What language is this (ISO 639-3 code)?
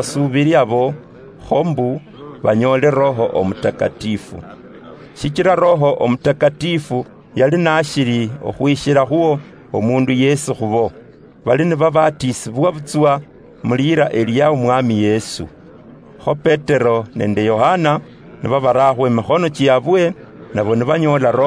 luy